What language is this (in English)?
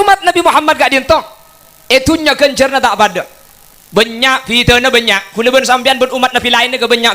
Madurese